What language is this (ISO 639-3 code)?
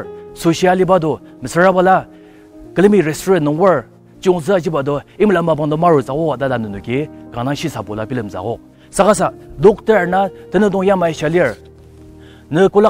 njo